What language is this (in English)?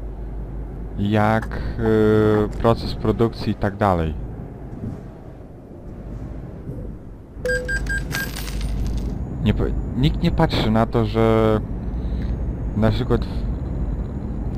Polish